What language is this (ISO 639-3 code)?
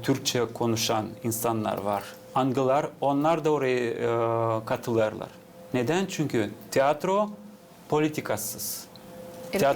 gag